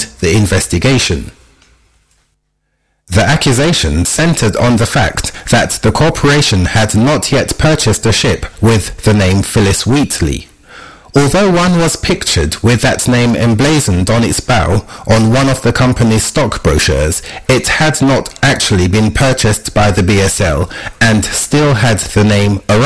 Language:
English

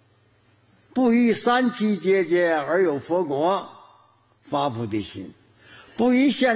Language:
Chinese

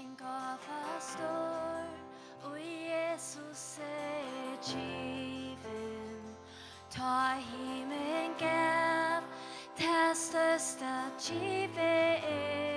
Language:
Faroese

